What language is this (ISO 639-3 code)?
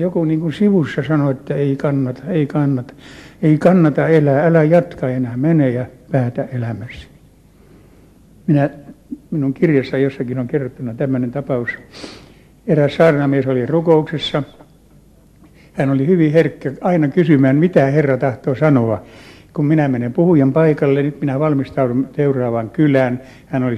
fin